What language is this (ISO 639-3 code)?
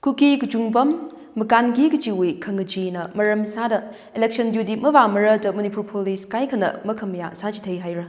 nmf